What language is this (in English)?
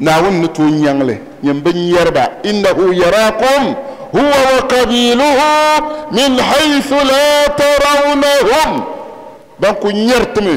Dagbani